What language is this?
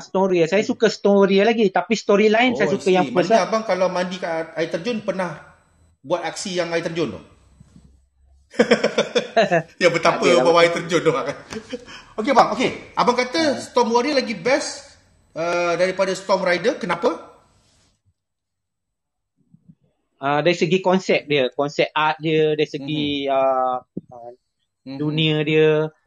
Malay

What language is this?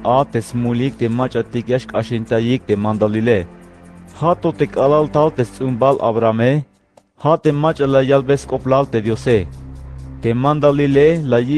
Tzeltal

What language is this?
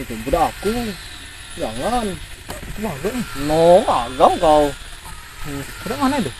Musi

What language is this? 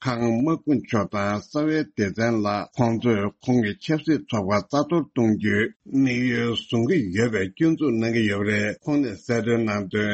Tibetan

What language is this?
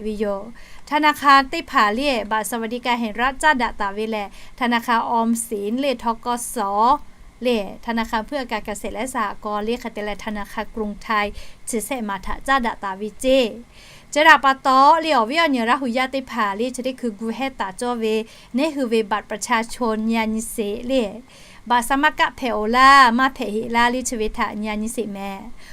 Lahu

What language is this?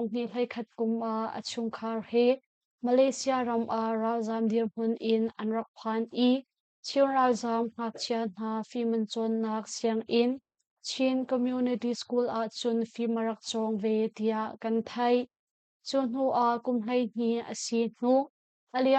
Hakha Chin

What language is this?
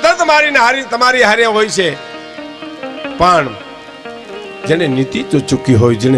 Gujarati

